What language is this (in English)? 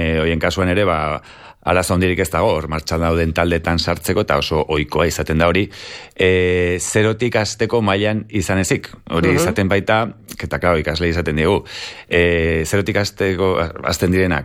Basque